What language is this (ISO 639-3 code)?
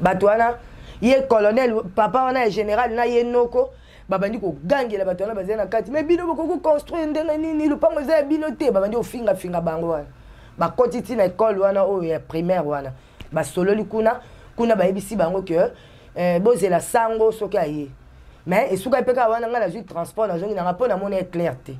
lin